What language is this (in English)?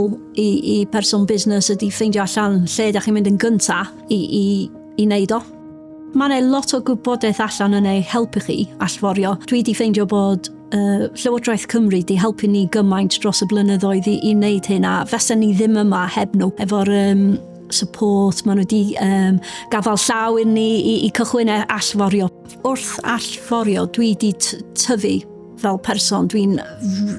Welsh